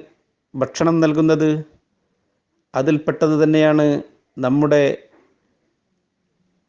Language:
Malayalam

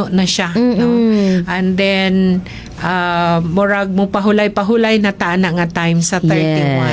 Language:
Cebuano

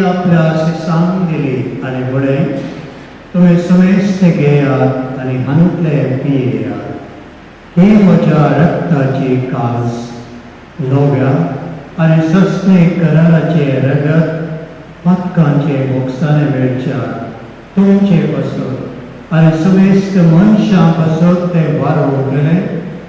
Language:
Konkani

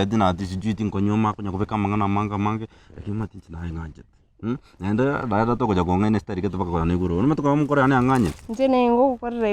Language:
Gusii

